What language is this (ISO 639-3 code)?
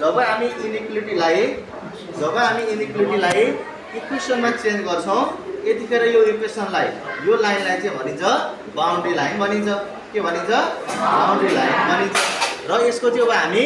nep